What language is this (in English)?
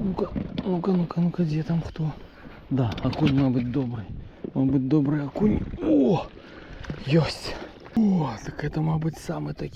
Belarusian